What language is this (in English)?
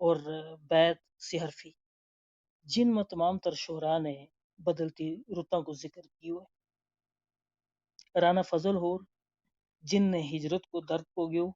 Gujari